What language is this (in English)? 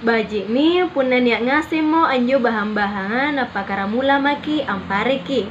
Makasar